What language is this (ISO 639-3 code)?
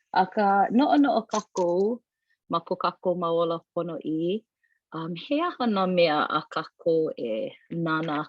haw